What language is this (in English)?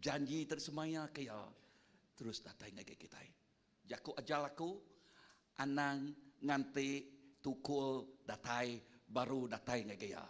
Iban